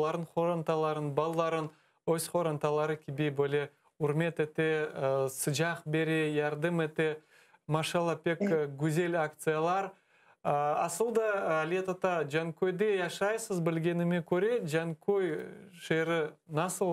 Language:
Crimean Tatar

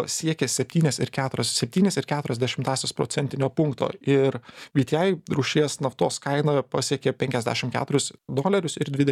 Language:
Lithuanian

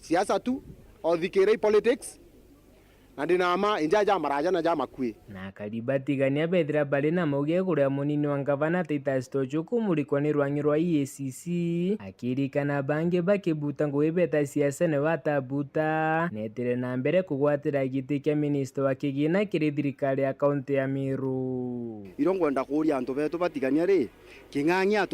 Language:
Meru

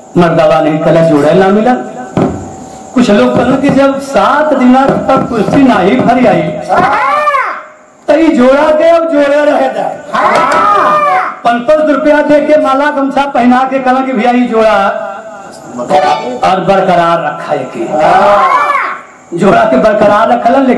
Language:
Bhojpuri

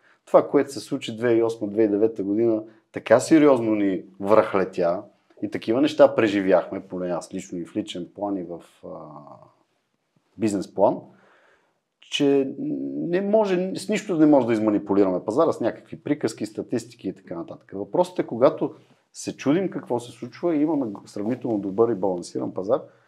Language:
Bulgarian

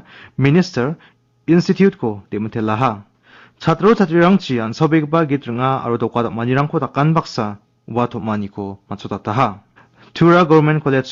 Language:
Garo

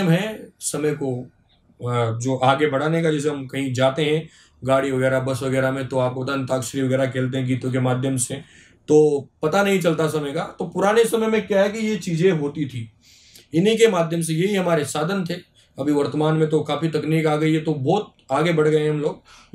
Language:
Hindi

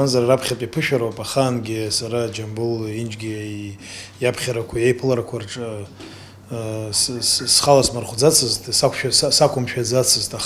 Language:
Abkhazian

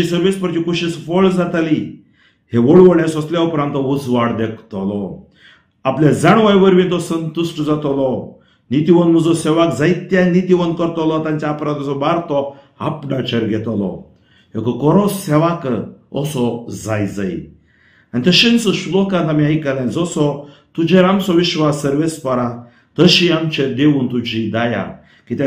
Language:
Konkani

